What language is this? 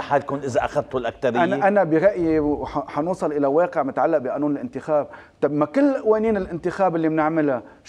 North Levantine Arabic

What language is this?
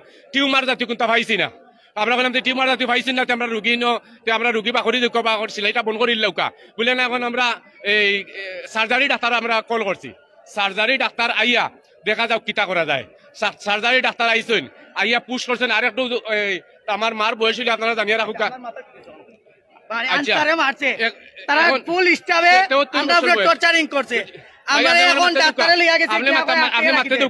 Sylheti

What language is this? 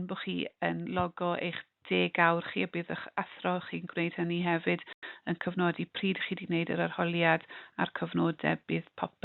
Welsh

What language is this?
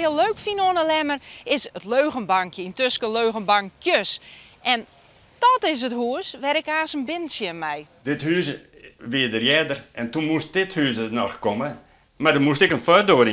Western Frisian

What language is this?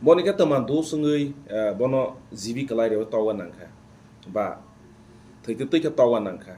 Kok Borok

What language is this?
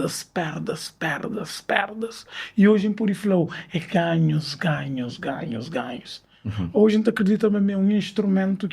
Kabuverdianu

